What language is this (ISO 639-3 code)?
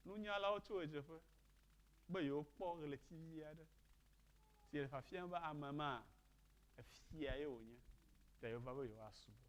ewe